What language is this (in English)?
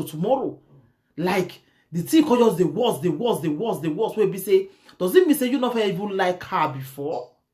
Nigerian Pidgin